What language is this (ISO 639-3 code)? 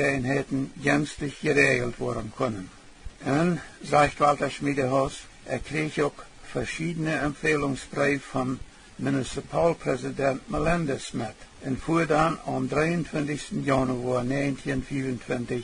pdt